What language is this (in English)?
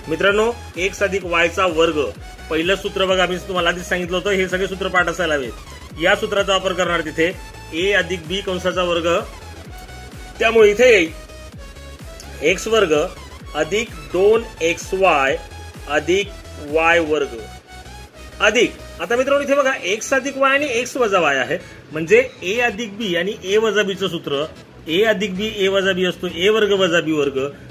Marathi